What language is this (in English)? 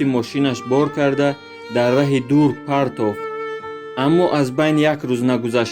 Tajik